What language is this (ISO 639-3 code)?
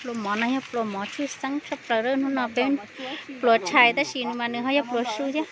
hmn